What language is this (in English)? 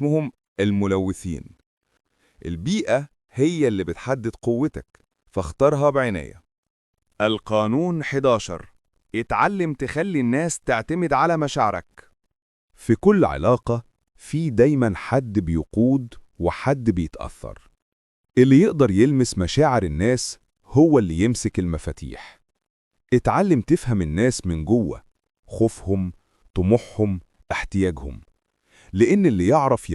Egyptian Arabic